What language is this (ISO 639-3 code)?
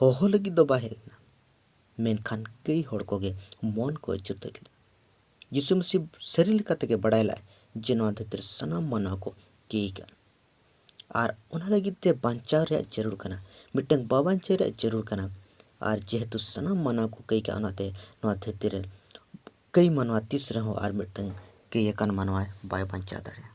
sat